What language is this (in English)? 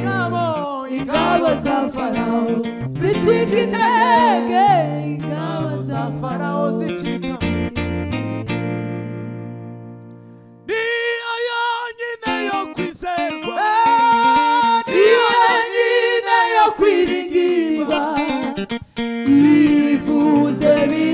Kinyarwanda